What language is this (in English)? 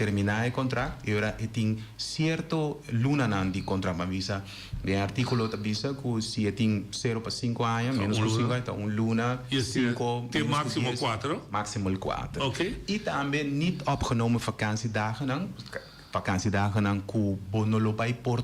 Papiamento